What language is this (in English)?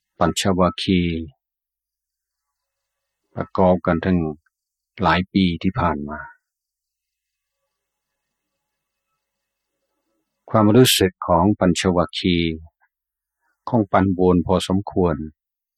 Thai